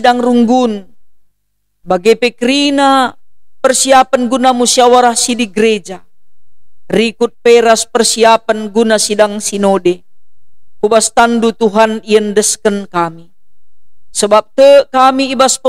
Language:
Batak Karo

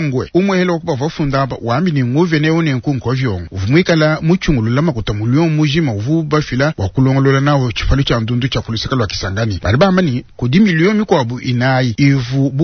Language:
Luba-Lulua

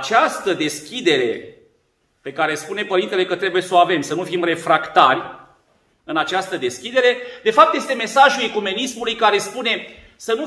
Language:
Romanian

